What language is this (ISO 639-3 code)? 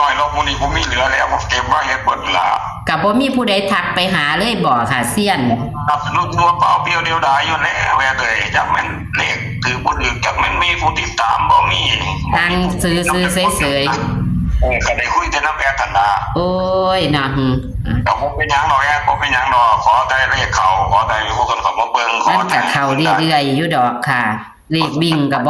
tts